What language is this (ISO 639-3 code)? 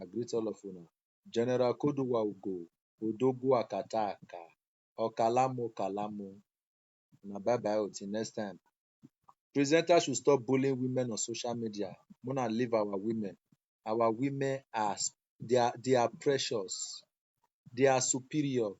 pcm